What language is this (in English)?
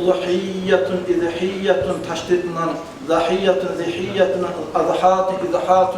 Kumyk